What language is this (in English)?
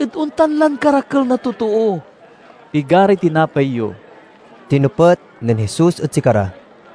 Pangasinan